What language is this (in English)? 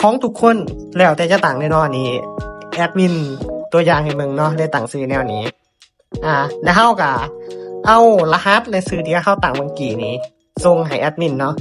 Lao